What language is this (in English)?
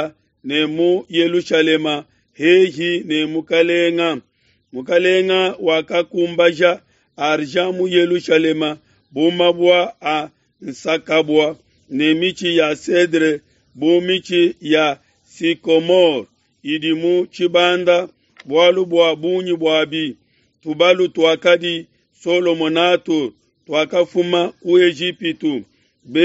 Luba-Lulua